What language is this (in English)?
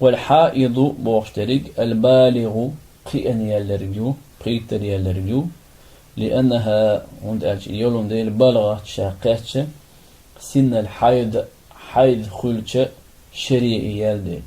Chechen